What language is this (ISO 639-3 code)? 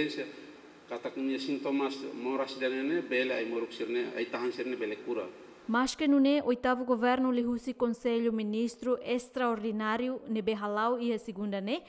tet